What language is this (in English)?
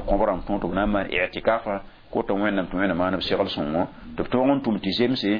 Mossi